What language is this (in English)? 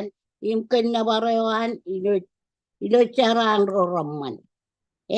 Marshallese